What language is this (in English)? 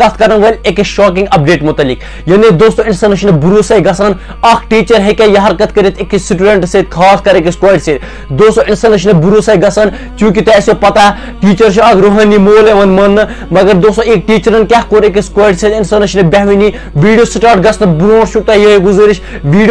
Kashmiri